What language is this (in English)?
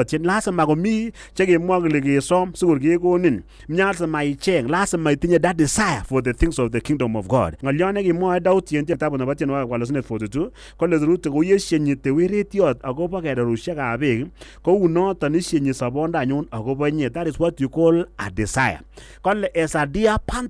Kalenjin